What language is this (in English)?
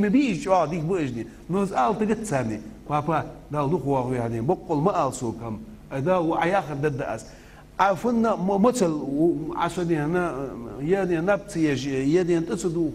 Ingush